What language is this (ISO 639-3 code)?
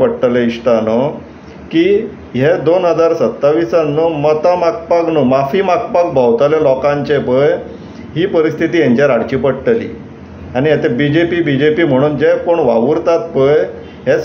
kok